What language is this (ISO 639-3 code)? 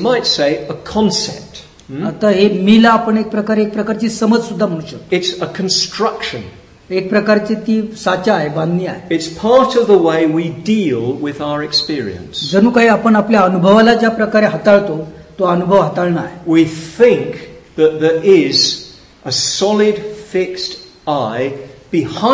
mar